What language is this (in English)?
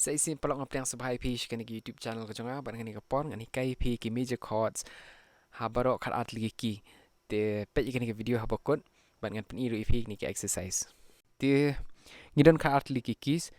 Khasi